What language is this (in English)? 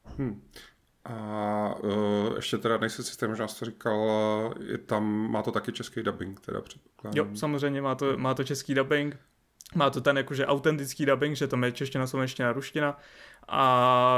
Czech